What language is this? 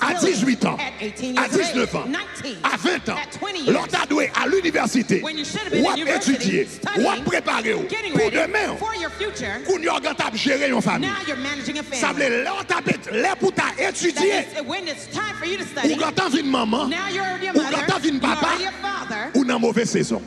Haitian Creole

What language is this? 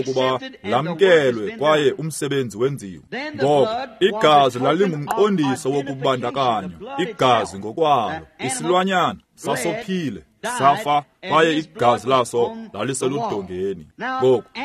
Xhosa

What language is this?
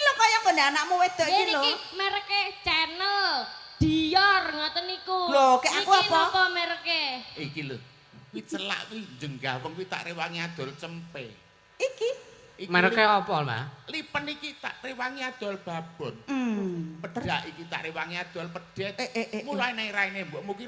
Javanese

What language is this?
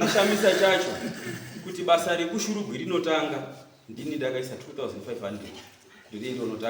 Shona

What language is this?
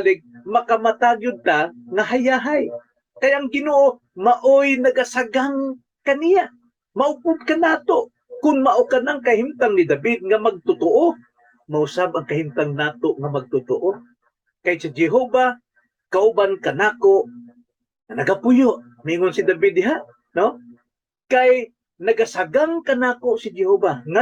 Cebuano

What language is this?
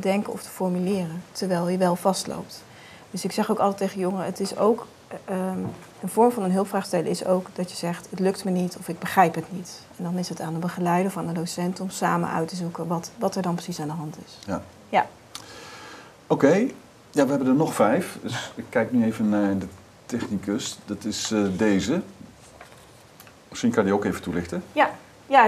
Dutch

